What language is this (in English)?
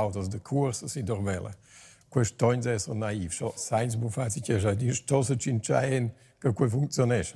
Romansh